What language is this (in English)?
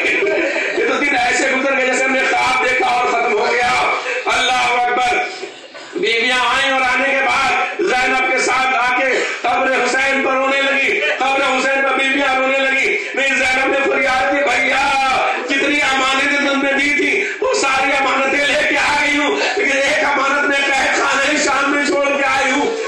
Urdu